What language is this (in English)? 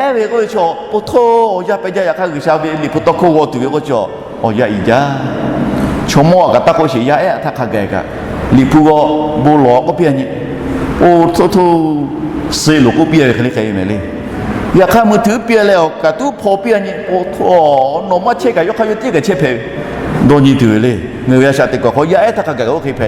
Lahu